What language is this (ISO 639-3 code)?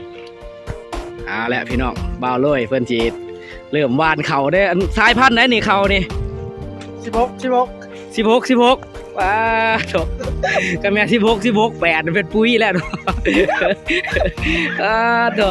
lao